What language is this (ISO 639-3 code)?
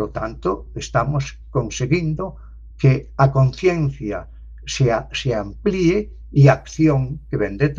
glg